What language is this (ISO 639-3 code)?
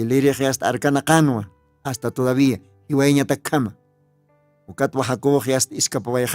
aym